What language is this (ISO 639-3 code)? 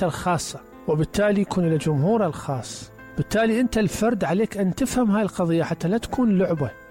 acm